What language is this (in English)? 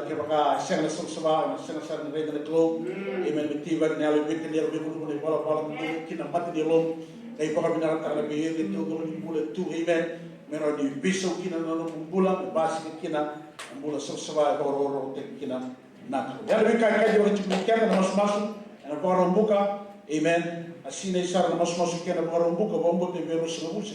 Fijian